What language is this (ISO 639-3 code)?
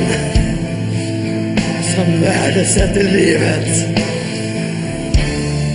swe